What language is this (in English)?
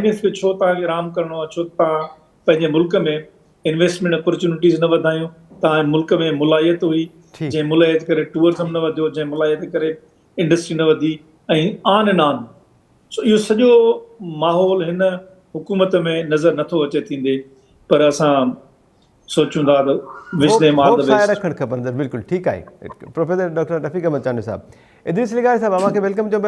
Sindhi